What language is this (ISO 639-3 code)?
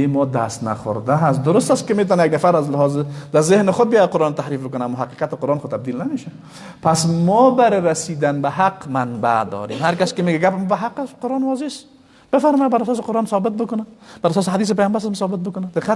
fas